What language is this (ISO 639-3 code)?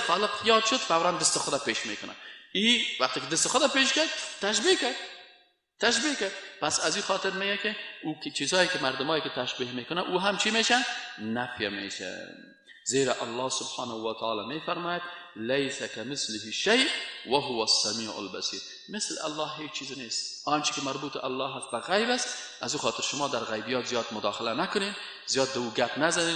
fas